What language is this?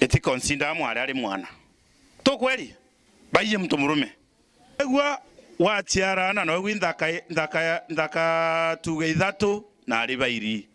Meru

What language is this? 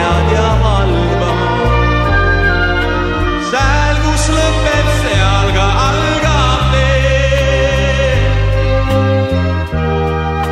Estonian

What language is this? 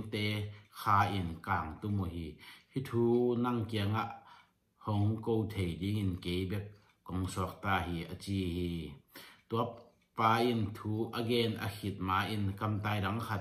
Tedim Chin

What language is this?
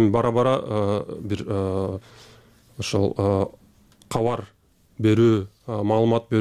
Kyrgyz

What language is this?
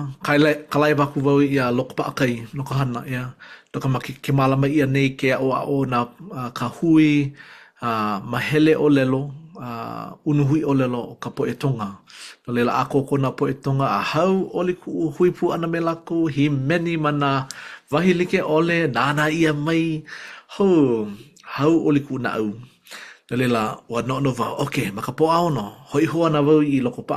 Hawaiian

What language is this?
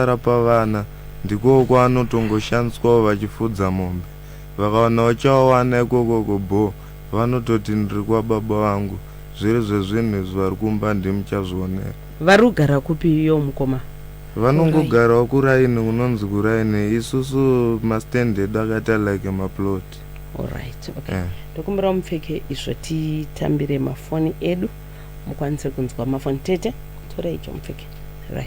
Shona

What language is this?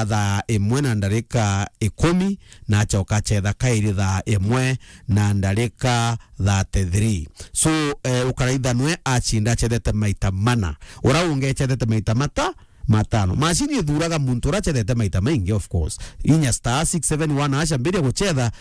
Meru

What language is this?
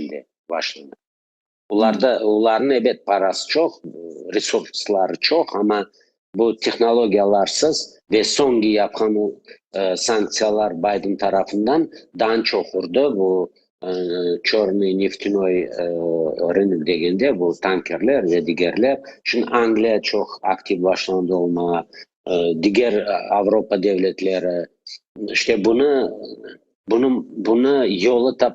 Crimean Tatar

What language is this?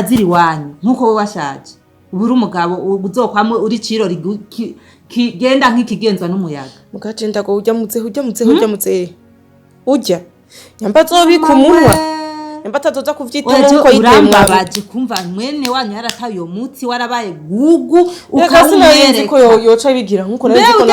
Rundi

